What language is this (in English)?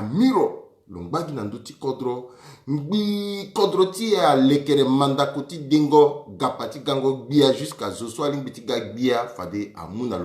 Sango